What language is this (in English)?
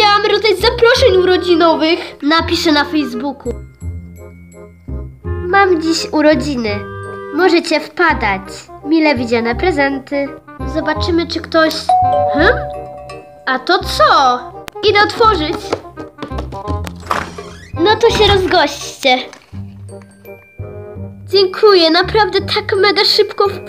Polish